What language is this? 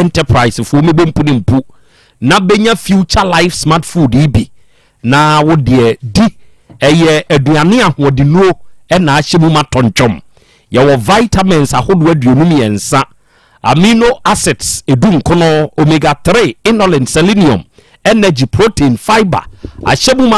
Akan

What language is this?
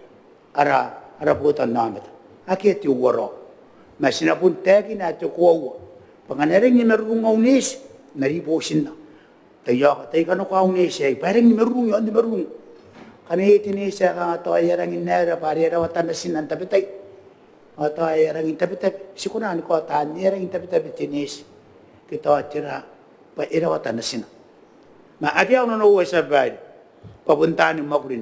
Gilbertese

